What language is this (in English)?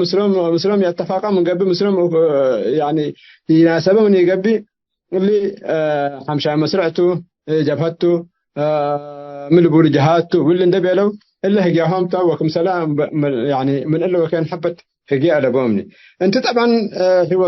Tigre